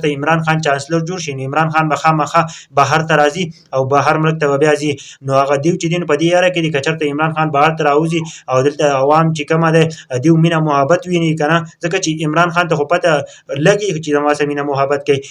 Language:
Pashto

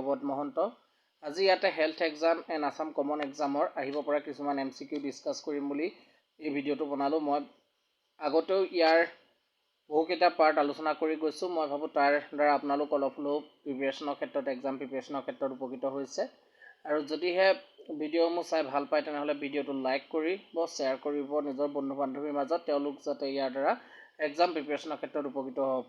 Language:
Assamese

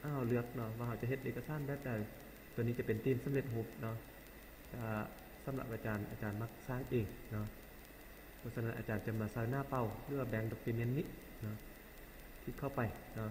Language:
Lao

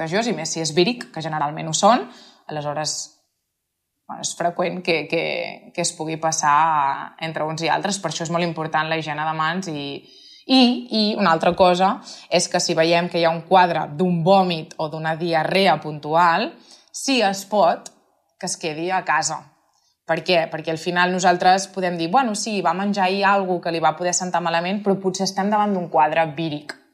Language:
Catalan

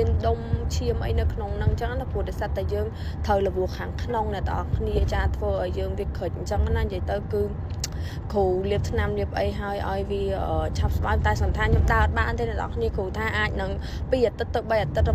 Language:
Khmer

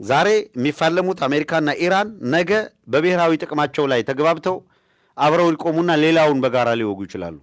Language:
Amharic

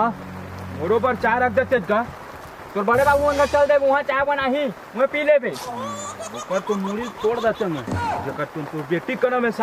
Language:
Chhattisgarhi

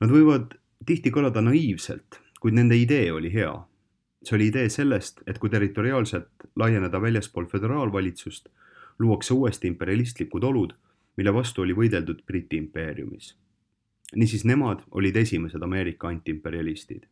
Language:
Estonian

